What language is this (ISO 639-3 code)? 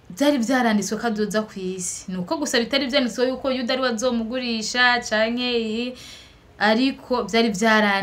run